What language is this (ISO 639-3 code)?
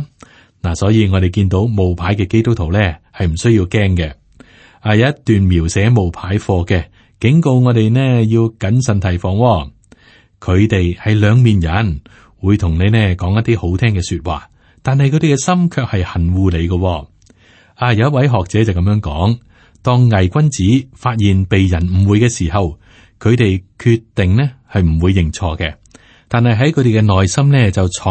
yue